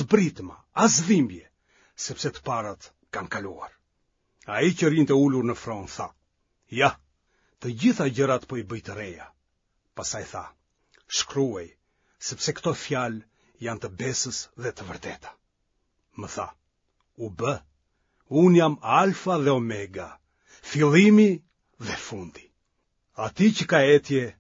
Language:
Albanian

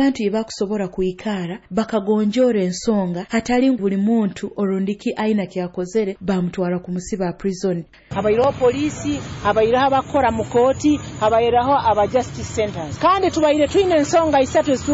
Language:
Nyoro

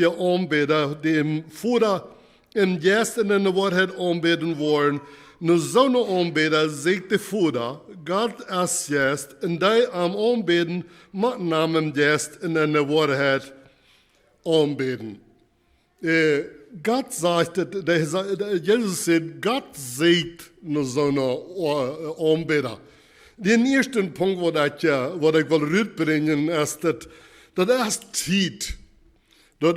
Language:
Plautdietsch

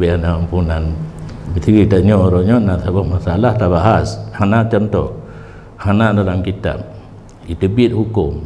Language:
Achinese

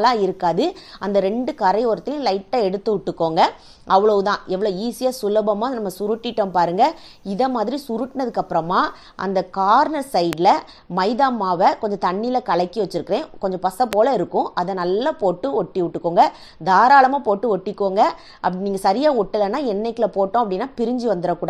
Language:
Tamil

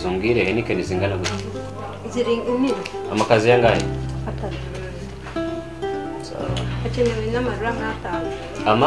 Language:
Kinyarwanda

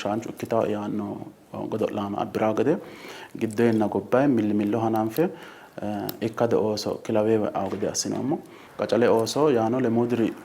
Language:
Sidamo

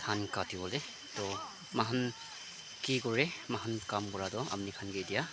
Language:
Naga Pidgin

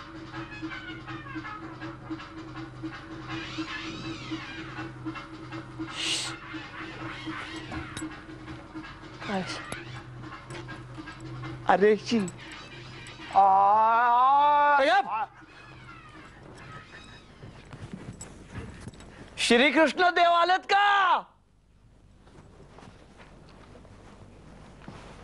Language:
Marathi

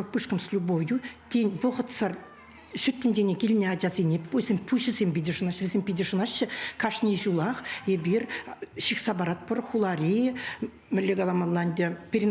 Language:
Chuvash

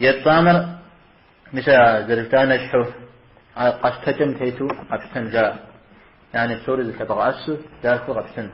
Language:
Kabardian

